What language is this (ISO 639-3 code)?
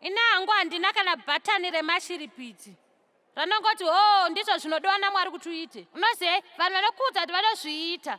sna